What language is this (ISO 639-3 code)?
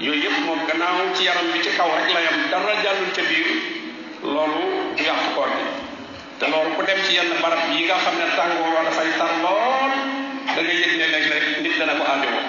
wol